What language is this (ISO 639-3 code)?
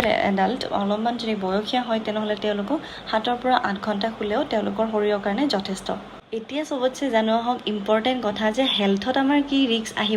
asm